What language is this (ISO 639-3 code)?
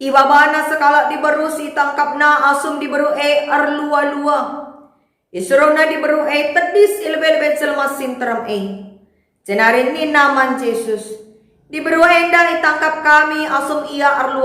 btx